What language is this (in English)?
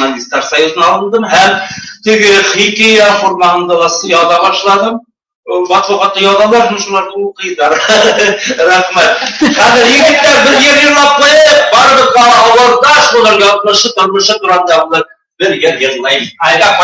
Bashkir